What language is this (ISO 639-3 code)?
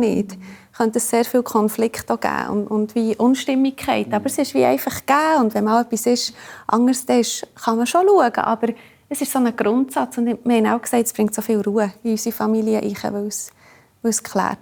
gsw